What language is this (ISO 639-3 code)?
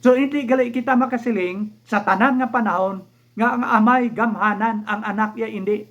hil